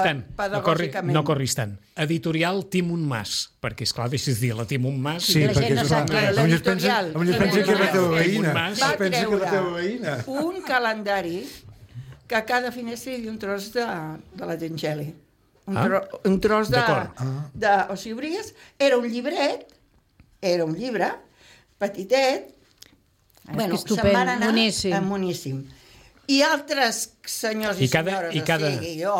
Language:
Catalan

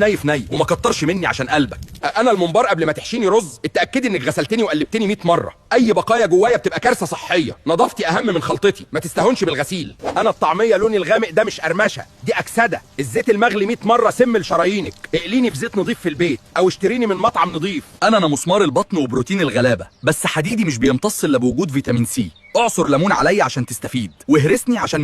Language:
Egyptian Arabic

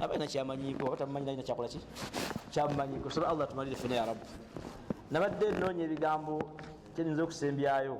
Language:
Ganda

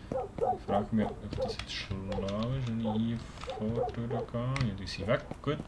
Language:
Swiss German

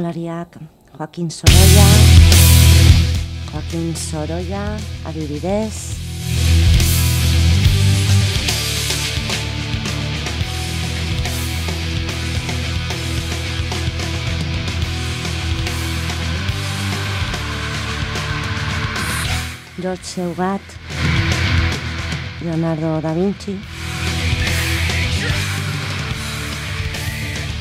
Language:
Basque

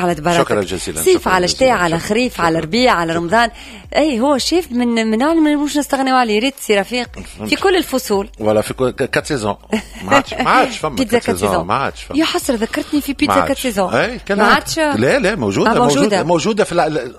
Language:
Tunisian Arabic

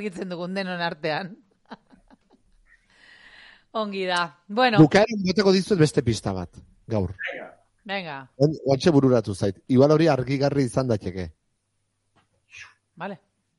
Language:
Basque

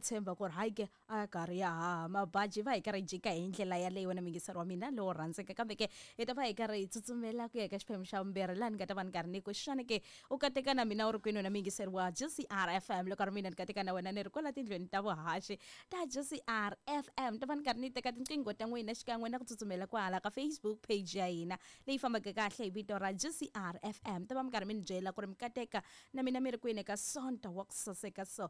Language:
Tsonga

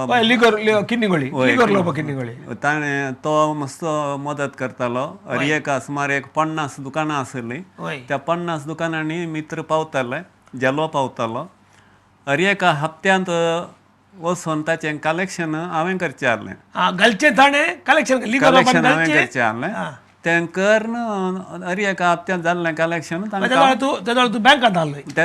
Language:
Konkani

